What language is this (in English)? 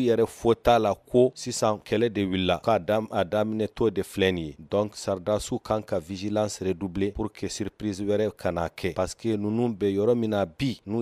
Bambara